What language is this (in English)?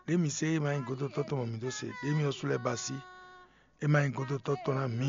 Fon